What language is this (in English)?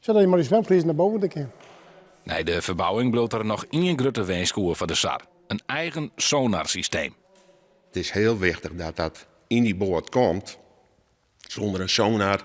Western Frisian